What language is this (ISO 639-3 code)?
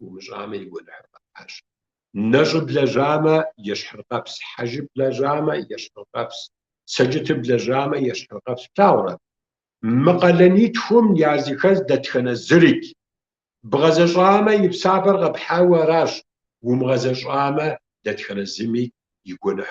kbd